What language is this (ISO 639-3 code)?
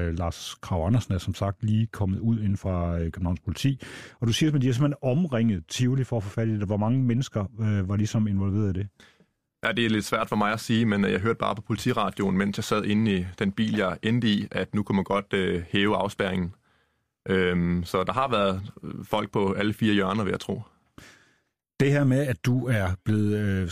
dan